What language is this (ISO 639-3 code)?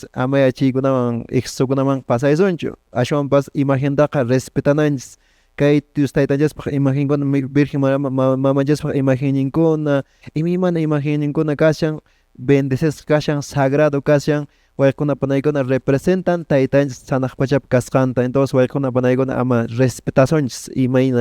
que